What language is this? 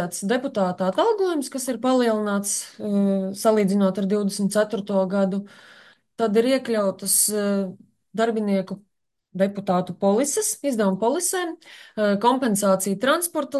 Latvian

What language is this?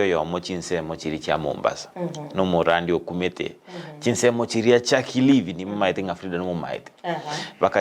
Gusii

